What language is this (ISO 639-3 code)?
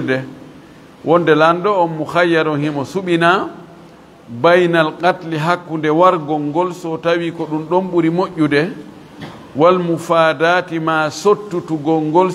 ful